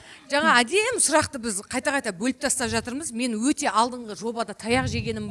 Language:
Kazakh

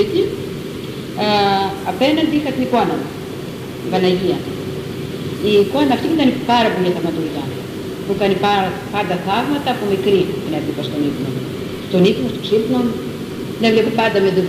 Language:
Greek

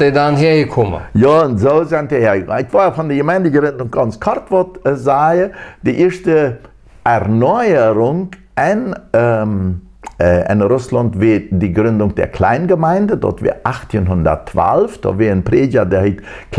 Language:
Plautdietsch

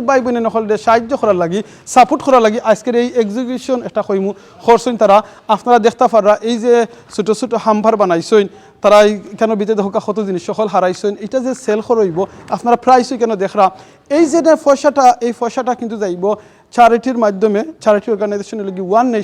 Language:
Sylheti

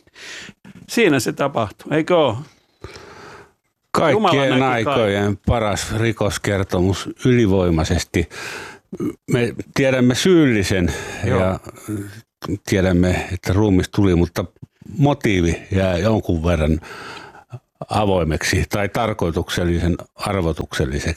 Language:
Finnish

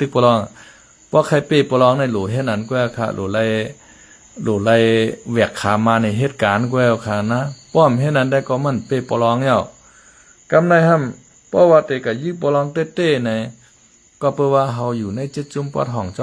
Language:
Shan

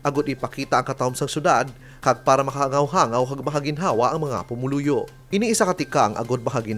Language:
Hiligaynon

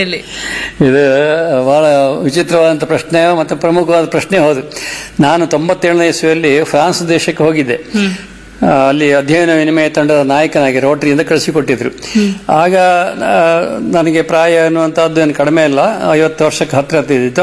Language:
Kannada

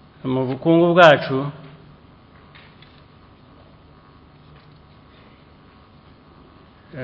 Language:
Kinyarwanda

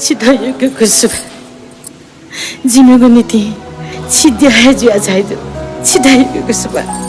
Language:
Newari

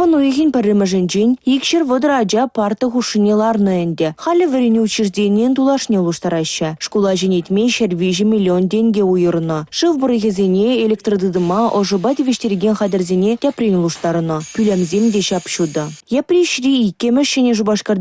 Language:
Chuvash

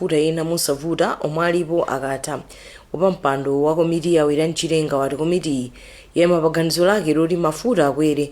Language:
Nyanja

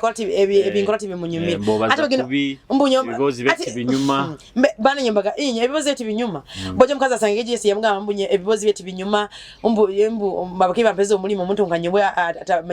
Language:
Nyoro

